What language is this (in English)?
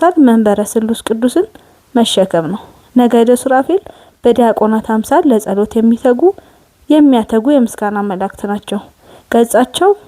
Amharic